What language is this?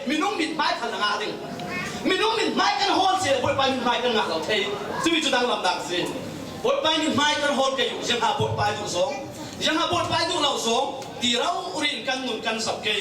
Falam Chin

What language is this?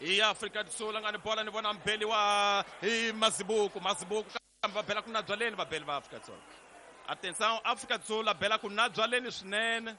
Tsonga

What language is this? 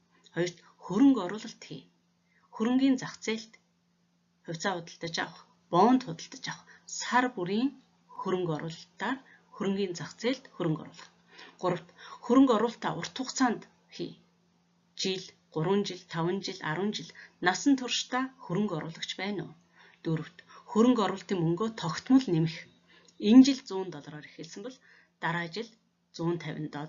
Mongolian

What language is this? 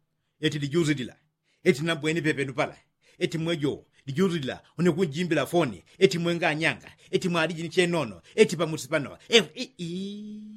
Yao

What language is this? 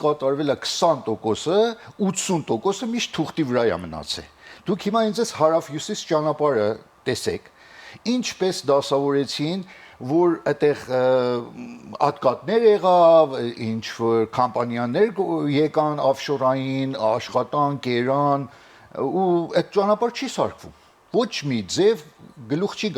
Western Armenian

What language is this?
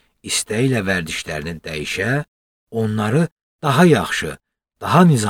Azerbaijani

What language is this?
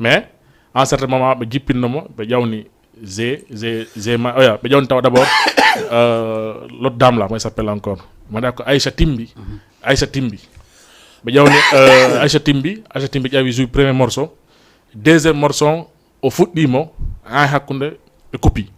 Fula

